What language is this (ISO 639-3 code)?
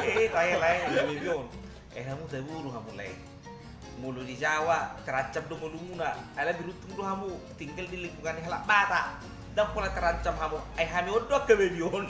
bbc